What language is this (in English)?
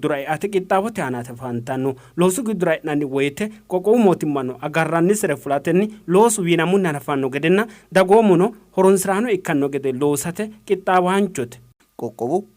Sidamo